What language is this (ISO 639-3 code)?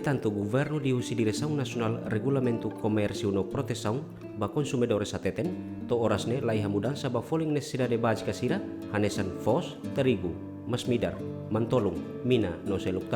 tet